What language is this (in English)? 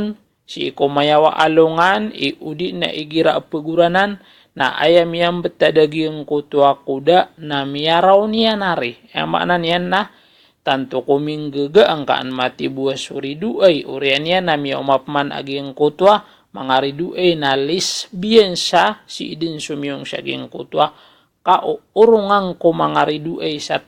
Maranao